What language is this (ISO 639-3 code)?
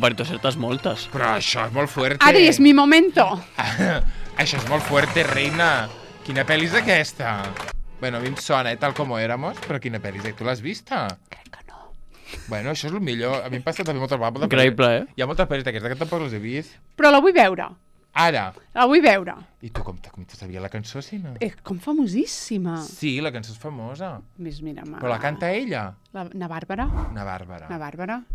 cat